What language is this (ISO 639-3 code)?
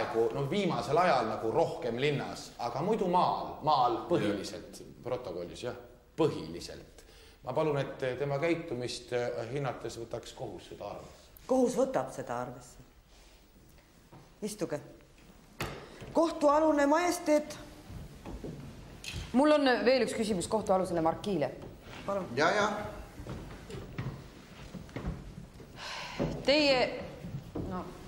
est